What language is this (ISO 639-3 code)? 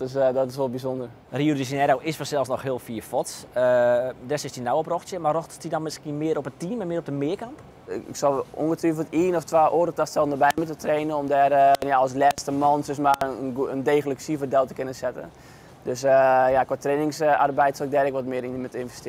fry